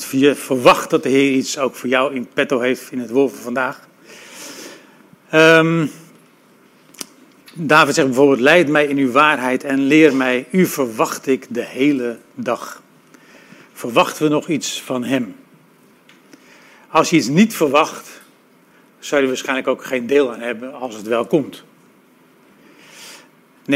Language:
Dutch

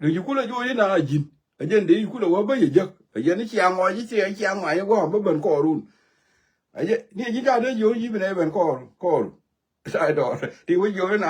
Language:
Nuer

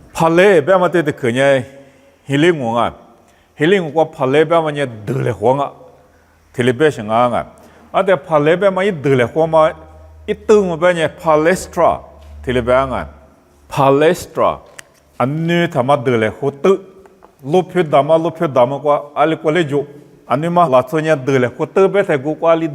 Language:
Lisu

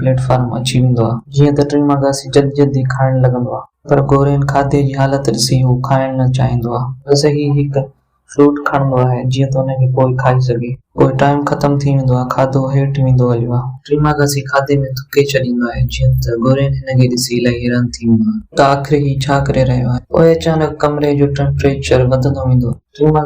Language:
Sindhi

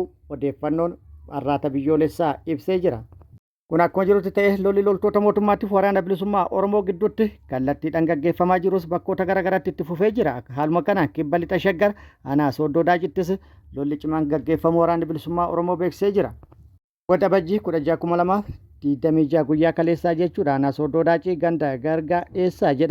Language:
Oromo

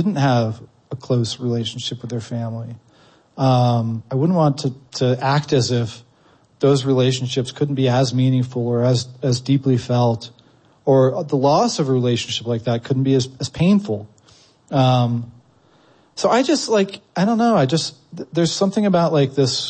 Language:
English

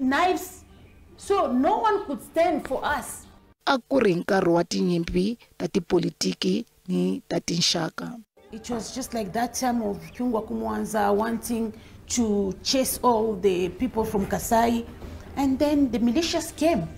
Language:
Tsonga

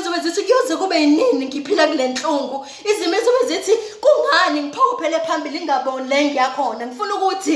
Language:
Zulu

